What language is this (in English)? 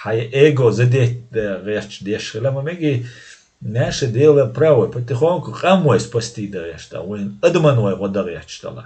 Chechen